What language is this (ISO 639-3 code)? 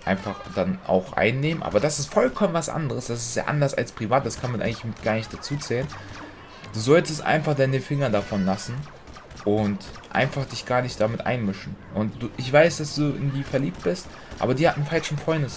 deu